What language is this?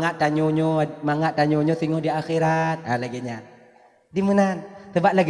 Achinese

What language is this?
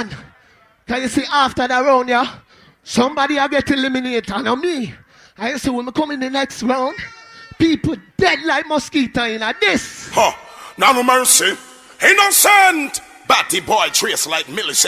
Jamaican Creole English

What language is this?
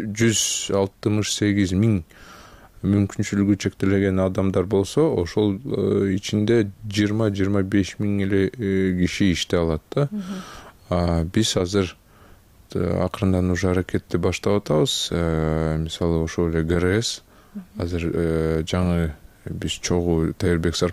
Kyrgyz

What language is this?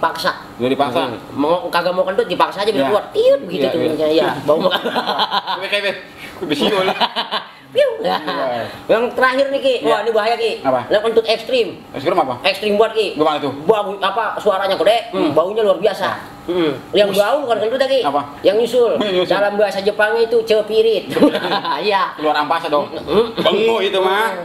Betawi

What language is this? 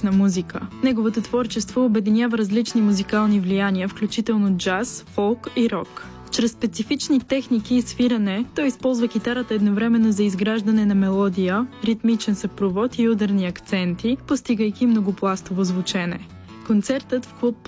Bulgarian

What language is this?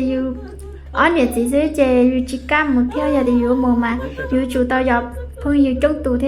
Hmong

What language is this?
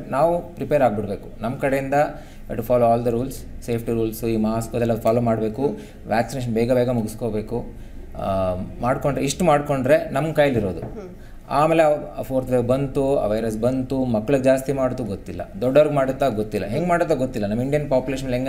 Kannada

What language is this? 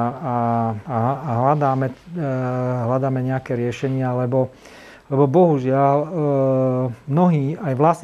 Slovak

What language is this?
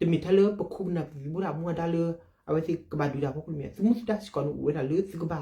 S'gaw Karen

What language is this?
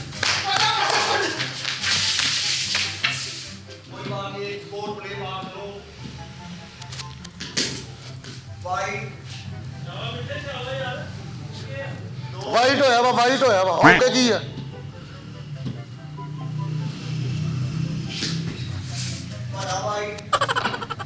Punjabi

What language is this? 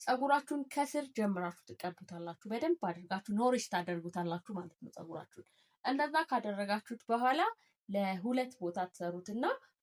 Amharic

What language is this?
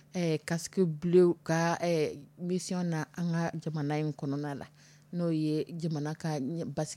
Dyula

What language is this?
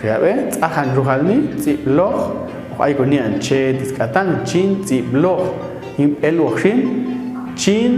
Popti'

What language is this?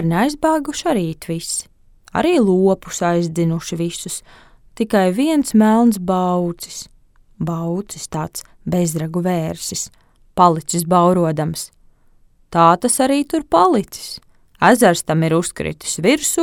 Latvian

